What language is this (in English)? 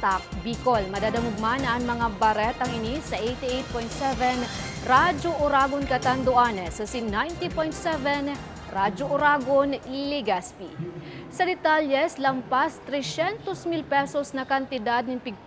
Bikol